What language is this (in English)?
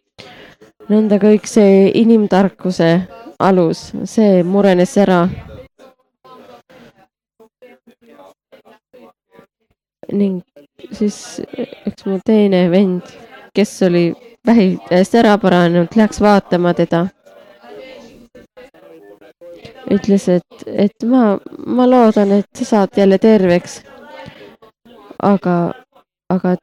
Estonian